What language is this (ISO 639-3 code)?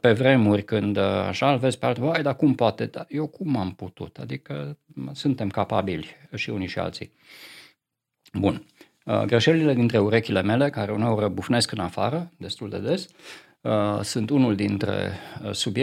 ron